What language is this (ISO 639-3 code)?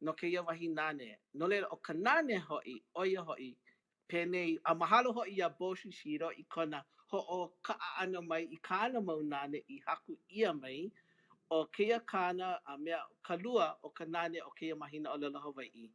haw